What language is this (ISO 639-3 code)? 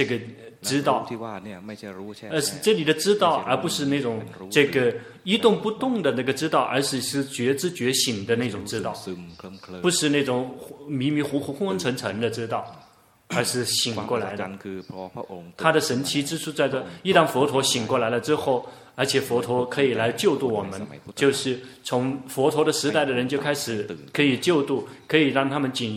zho